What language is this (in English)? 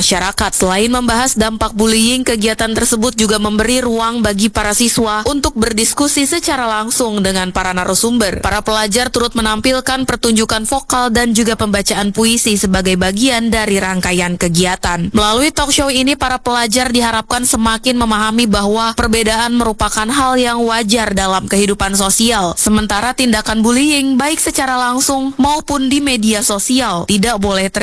Indonesian